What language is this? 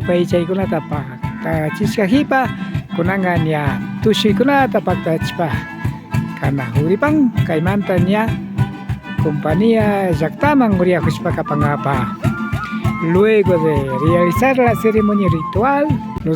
Imbabura Highland Quichua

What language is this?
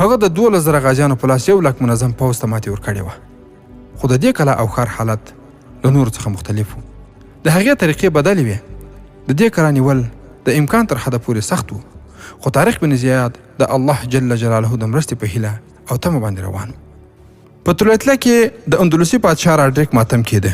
Pashto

